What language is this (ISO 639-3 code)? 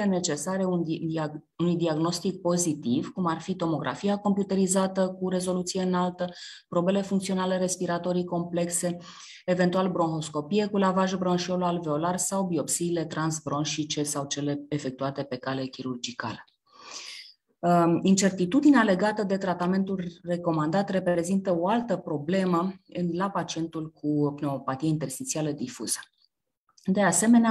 ron